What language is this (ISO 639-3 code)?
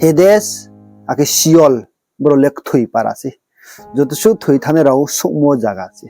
ria